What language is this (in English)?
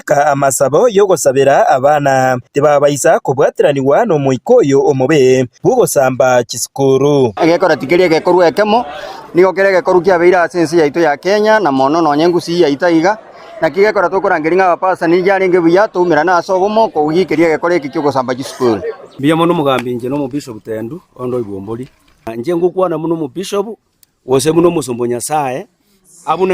Gusii